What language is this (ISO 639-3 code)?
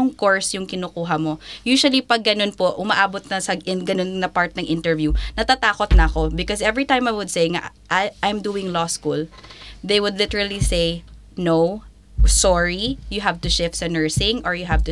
fil